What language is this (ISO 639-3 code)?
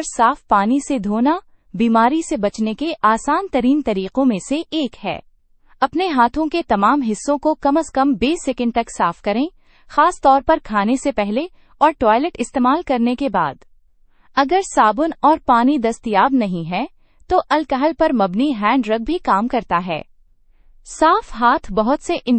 urd